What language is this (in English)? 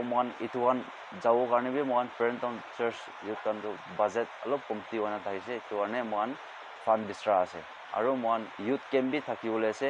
Naga Pidgin